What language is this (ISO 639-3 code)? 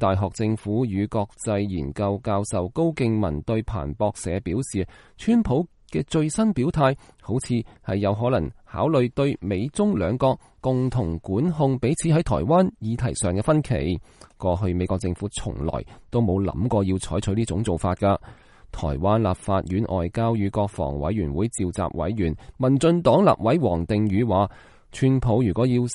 yue